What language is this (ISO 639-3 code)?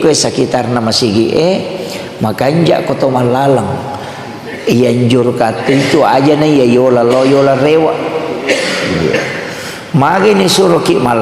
bug